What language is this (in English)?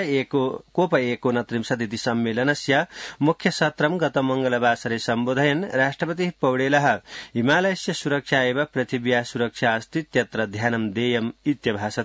Sanskrit